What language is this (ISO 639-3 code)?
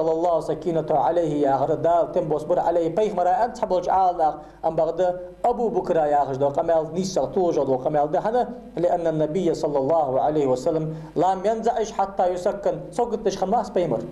inh